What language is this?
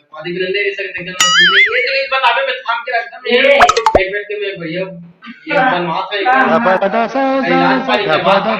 Chhattisgarhi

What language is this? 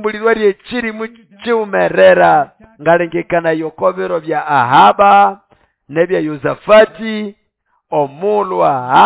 Nande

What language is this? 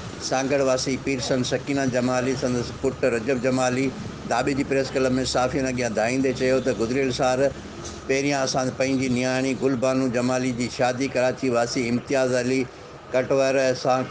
Sindhi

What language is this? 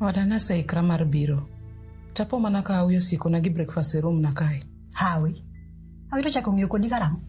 Luo (Kenya and Tanzania)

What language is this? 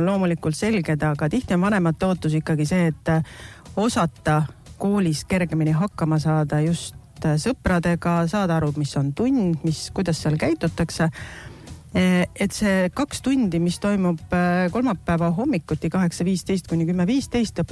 Estonian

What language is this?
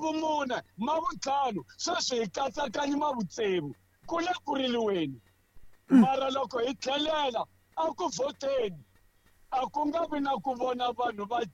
Tsonga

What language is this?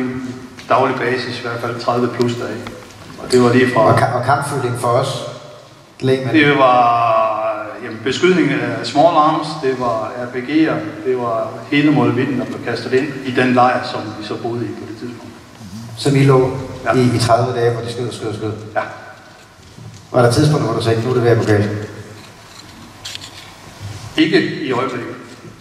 Danish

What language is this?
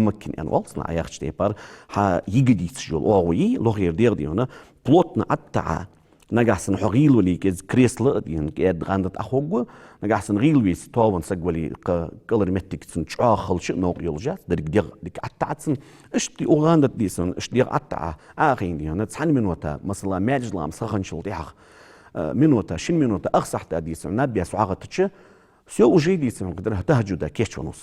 Ingush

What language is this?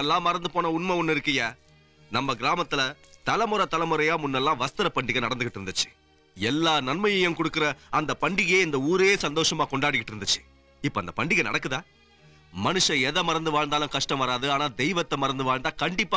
Tamil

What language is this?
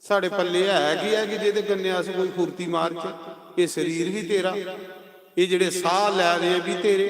Dogri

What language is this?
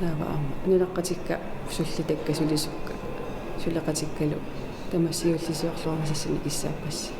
Kalaallisut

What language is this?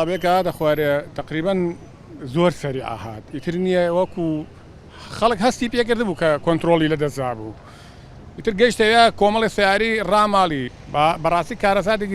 Central Kurdish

